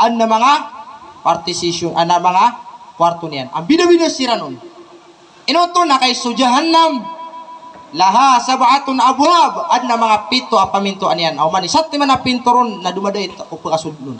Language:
Maranao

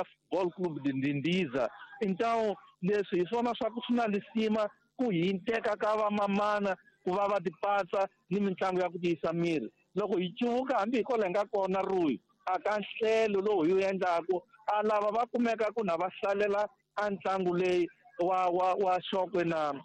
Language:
Tsonga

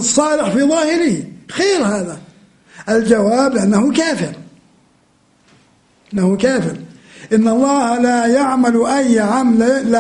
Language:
Arabic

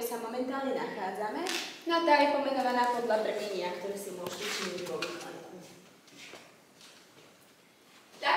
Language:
Slovak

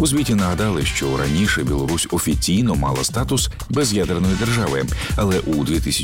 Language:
Ukrainian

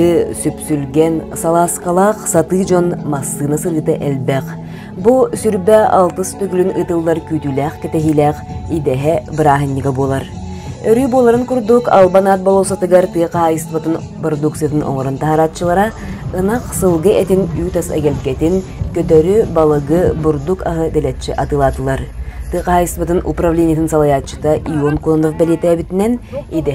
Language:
Yakut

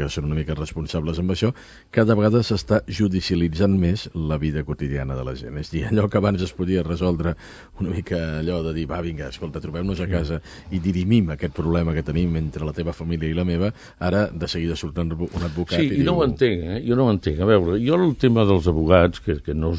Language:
Catalan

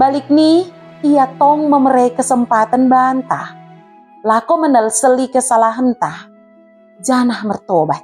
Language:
Batak Dairi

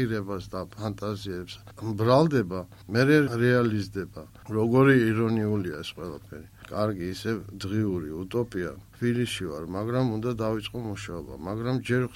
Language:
Georgian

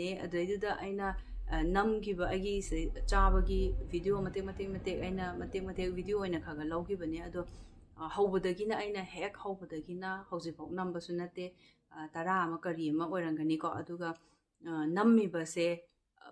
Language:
Manipuri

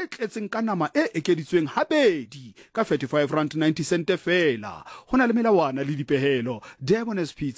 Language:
Southern Sotho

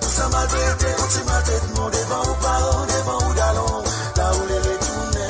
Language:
Morisyen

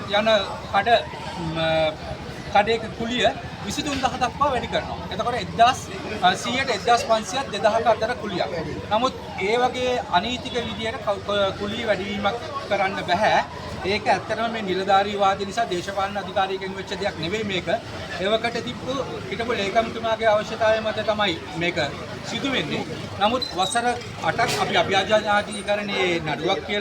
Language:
Sinhala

